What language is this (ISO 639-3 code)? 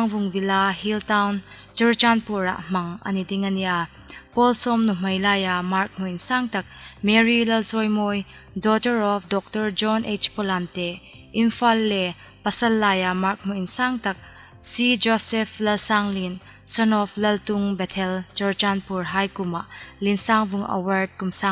hmr